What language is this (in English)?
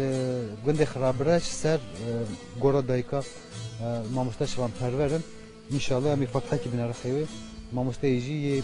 Kurdish